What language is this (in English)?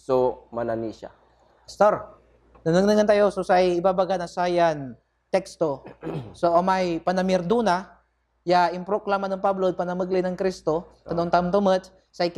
Pangasinan